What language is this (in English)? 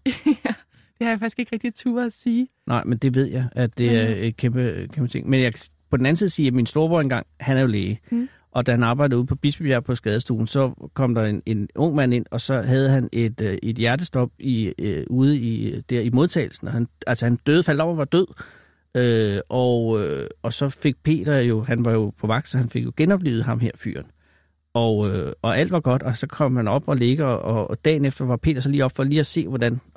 Danish